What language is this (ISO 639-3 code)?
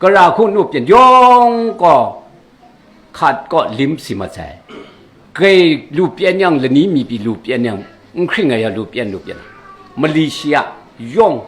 kac